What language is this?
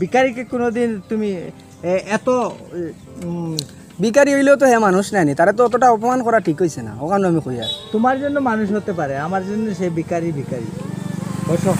Sylheti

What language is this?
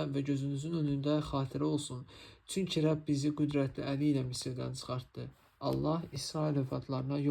Azerbaijani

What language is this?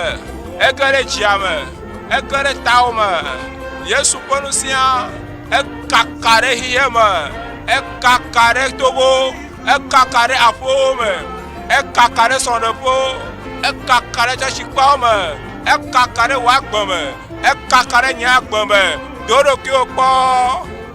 Ewe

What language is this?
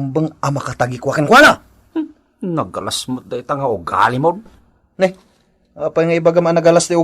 Iloko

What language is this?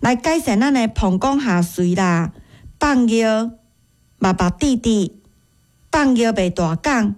Min Nan Chinese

